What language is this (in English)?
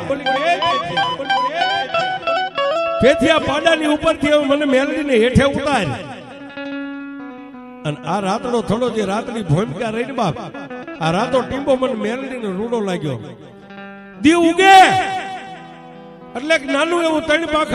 Gujarati